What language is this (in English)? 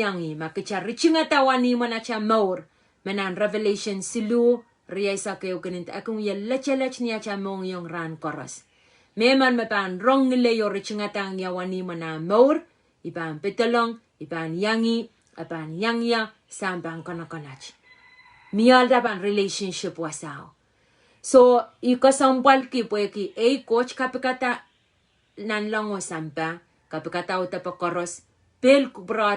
Pohnpeian